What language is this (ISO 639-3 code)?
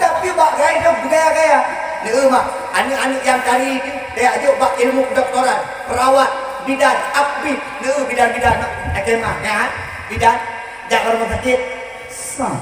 ace